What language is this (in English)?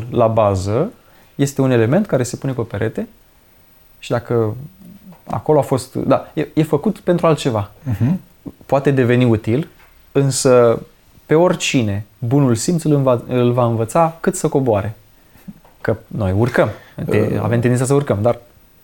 Romanian